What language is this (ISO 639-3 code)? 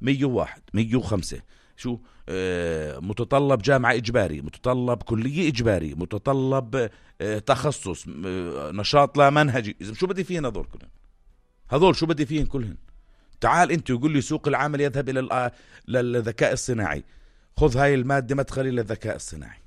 apc